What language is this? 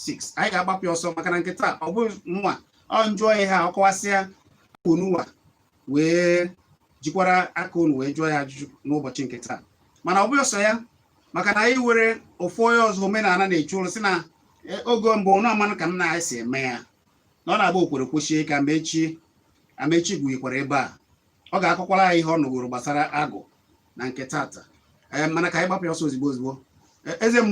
Igbo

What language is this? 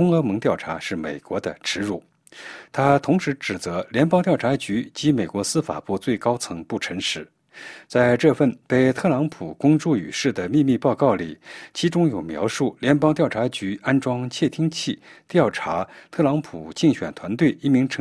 Chinese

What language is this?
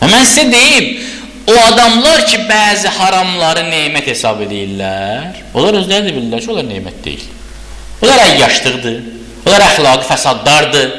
Azerbaijani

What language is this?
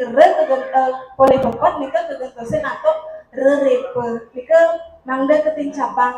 Balinese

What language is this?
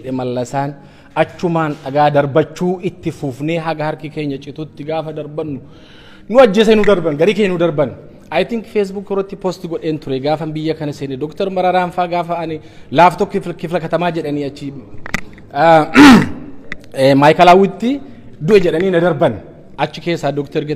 Oromo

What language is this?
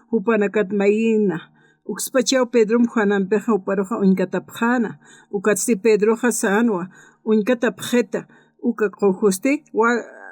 Aymara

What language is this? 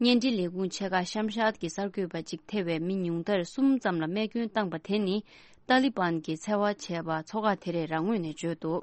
Tibetan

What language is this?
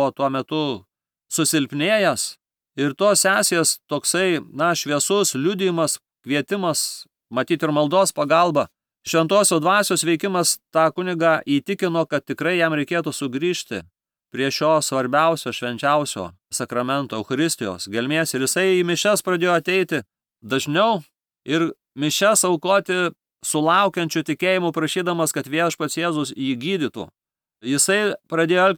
Lithuanian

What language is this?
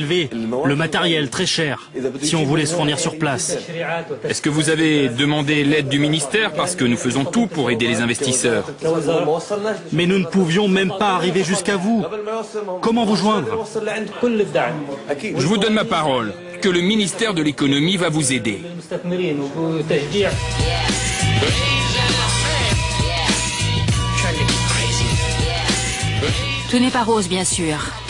French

